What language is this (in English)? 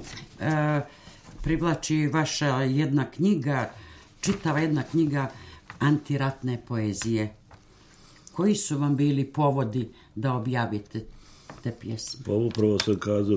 Serbian